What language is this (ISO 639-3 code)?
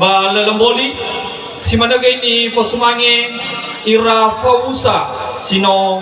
nia